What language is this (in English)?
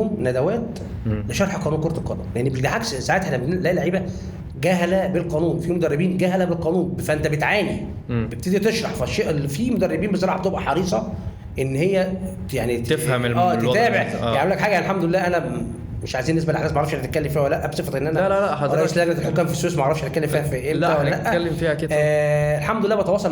Egyptian Arabic